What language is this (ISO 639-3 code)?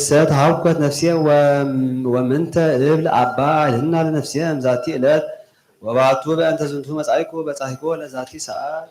gez